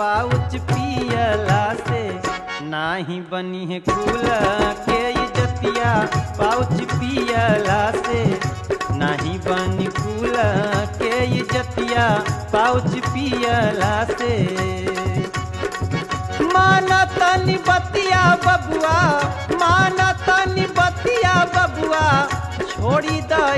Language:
Bhojpuri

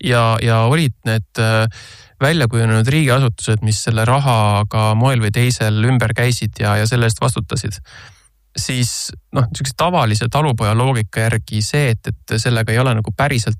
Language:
Estonian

